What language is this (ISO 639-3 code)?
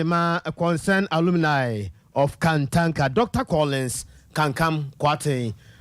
aka